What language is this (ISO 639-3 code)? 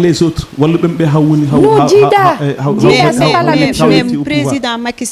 ful